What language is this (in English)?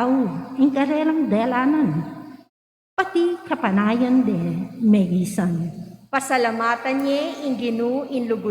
Pampanga